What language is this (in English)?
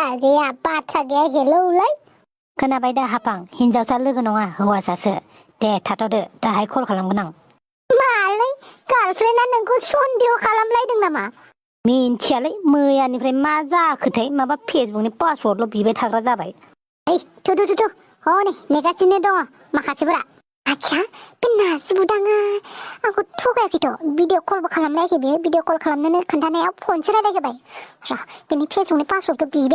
Bodo